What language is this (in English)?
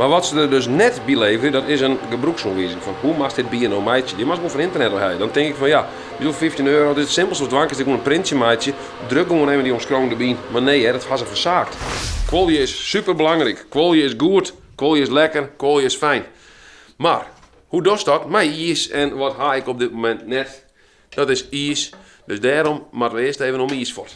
Western Frisian